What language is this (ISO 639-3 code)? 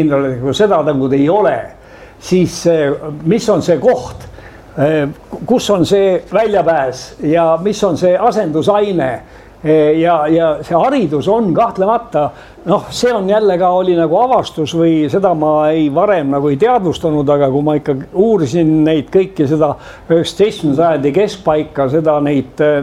est